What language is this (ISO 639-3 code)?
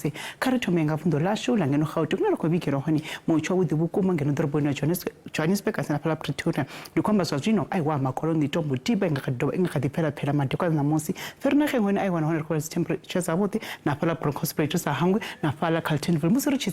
ven